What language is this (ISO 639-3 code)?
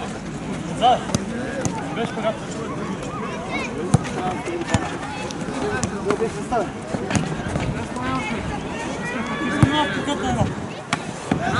bul